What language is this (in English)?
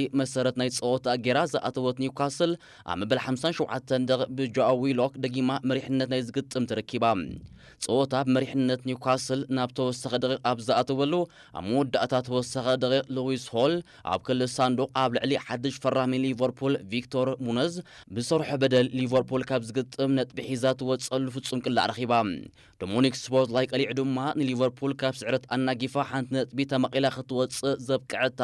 Tigrinya